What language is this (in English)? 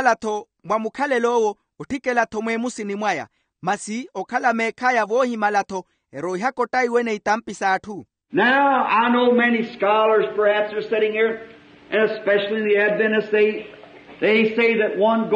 Makhuwa